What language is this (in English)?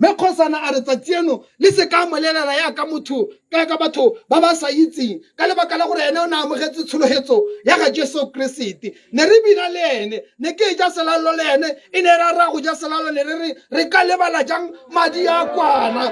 Tswana